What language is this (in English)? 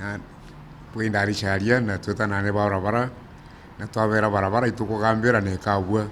Meru